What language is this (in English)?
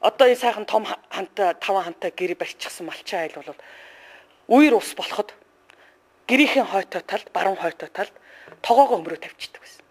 Mongolian